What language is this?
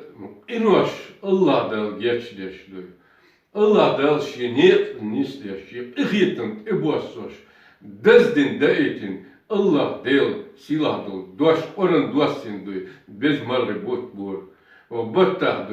Chechen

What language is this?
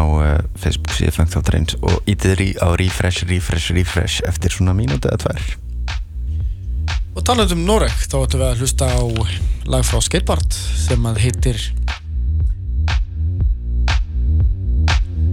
Icelandic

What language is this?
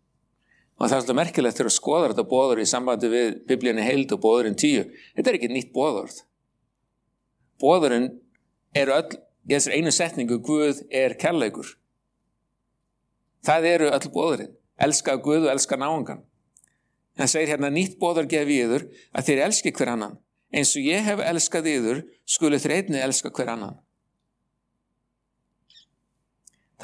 Icelandic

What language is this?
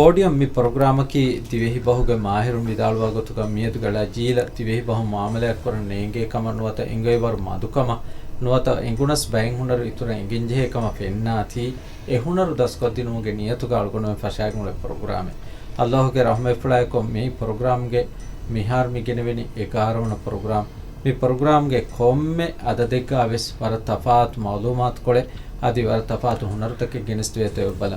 Divehi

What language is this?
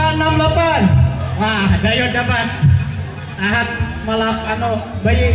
Banjar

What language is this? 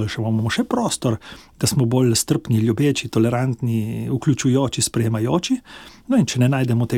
Slovenian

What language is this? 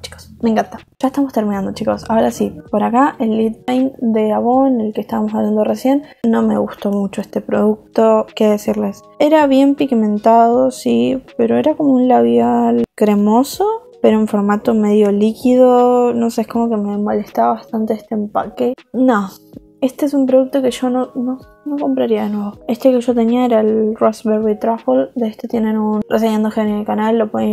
Spanish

